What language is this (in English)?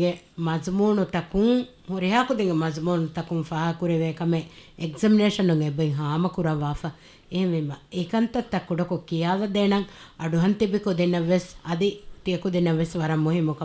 Divehi